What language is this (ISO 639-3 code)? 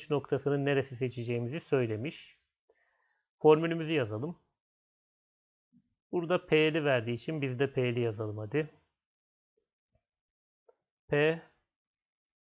tur